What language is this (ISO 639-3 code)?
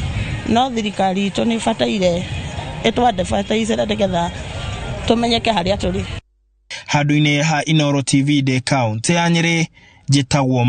kik